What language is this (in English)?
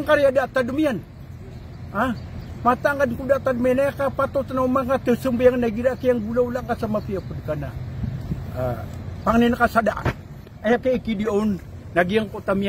Maranao